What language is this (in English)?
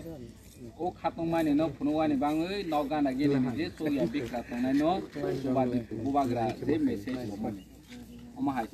Kok Borok